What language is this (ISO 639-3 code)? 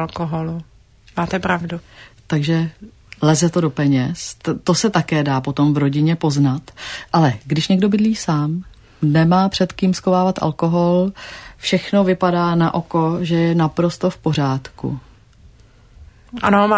ces